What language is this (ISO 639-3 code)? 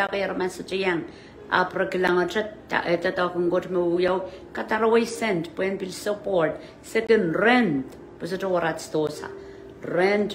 pon